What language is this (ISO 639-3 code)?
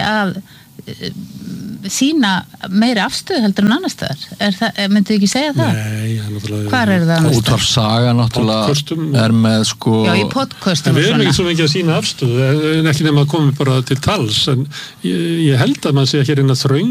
isl